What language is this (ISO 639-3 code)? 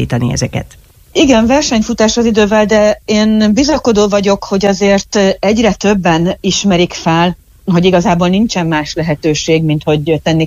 hun